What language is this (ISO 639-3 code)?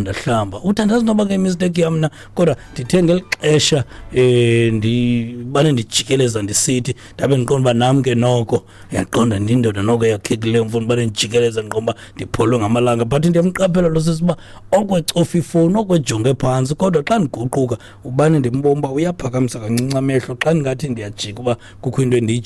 xho